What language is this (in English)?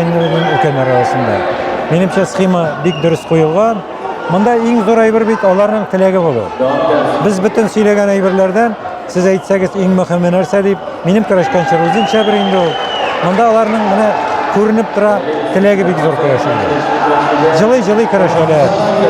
Tatar